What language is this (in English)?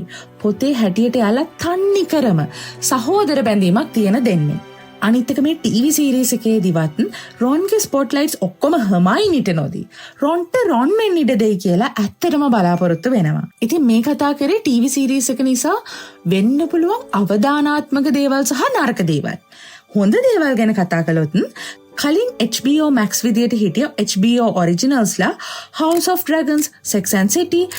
Sinhala